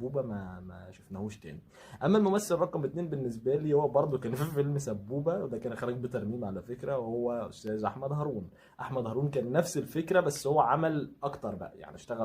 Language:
Egyptian Arabic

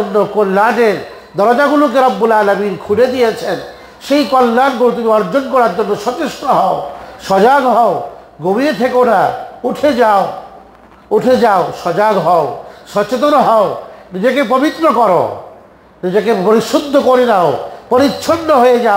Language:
Bangla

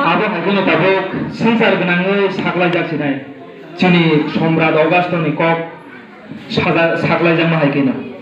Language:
Kok Borok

